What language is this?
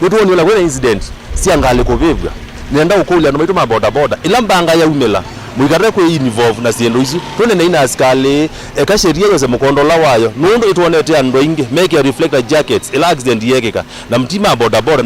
Kamba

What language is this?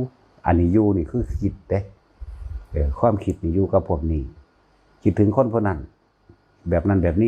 Northeastern Thai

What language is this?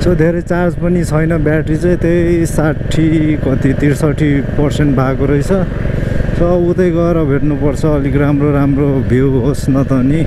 Nepali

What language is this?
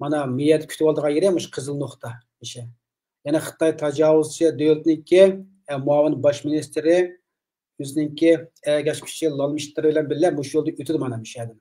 Uyghur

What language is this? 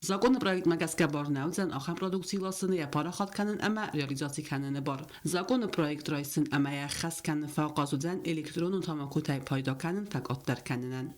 Ossetic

